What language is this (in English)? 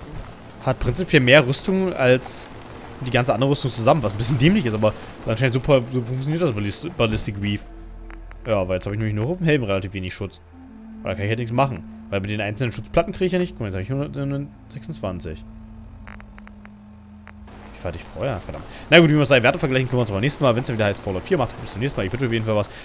German